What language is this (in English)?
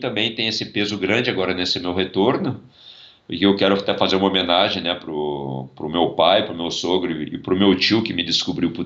Portuguese